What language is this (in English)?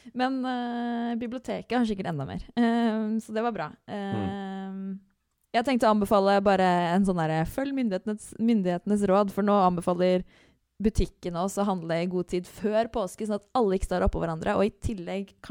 Norwegian